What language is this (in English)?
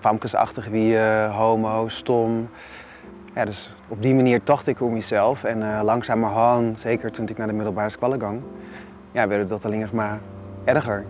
Western Frisian